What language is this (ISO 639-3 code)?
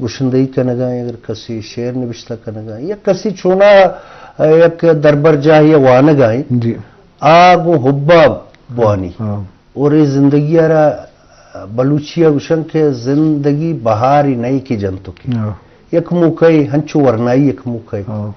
bgp